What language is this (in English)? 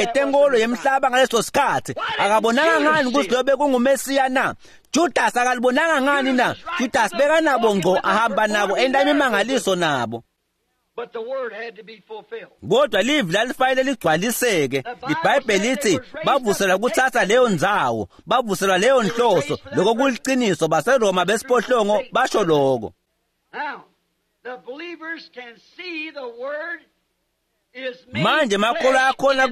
Swati